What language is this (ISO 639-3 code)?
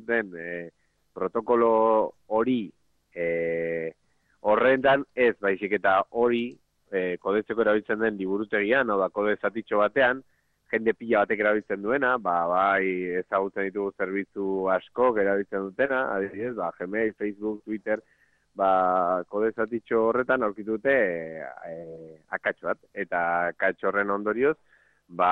eus